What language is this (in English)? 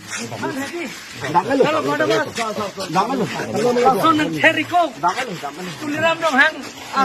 Karbi